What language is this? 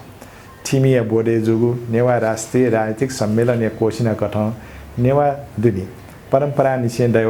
Newari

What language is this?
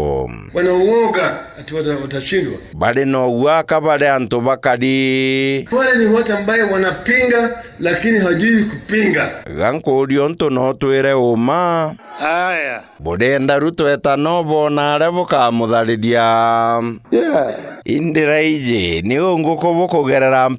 Meru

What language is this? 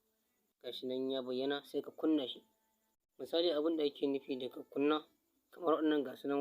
Hausa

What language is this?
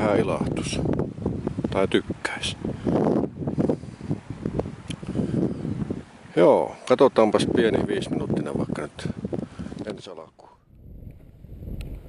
Finnish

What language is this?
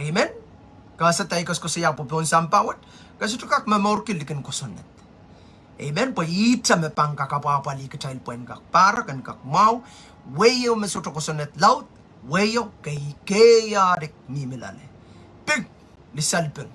Pohnpeian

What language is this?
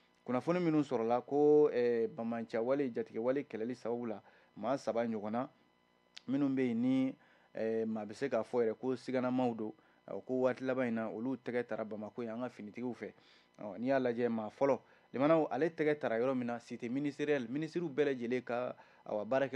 Bambara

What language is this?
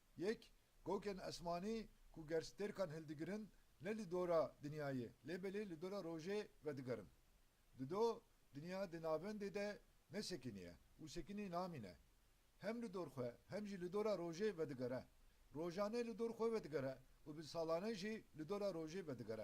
Kurdish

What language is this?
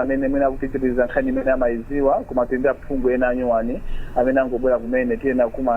Nyanja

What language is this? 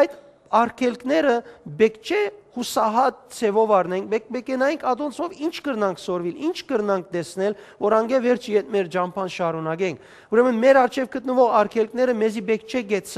Western Armenian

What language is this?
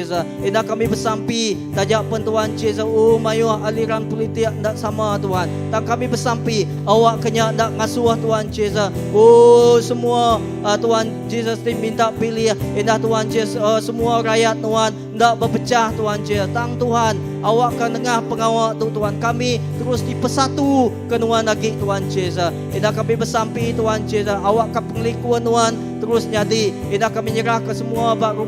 Iban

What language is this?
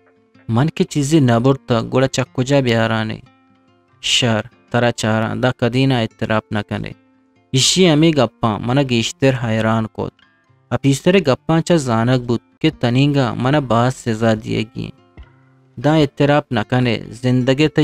Eastern Balochi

